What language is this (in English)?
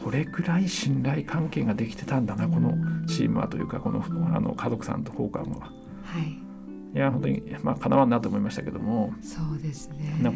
Japanese